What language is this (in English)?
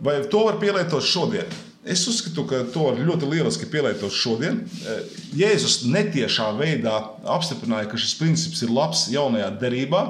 Latvian